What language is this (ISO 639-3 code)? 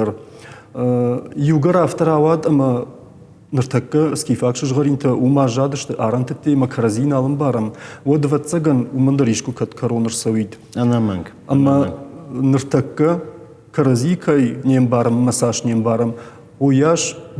oss